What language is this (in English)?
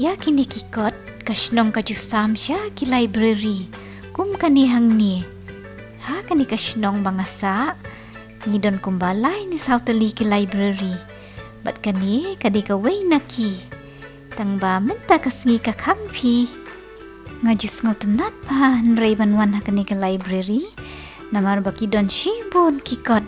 Khasi